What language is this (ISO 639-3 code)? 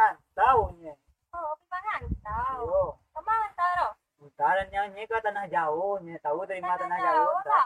min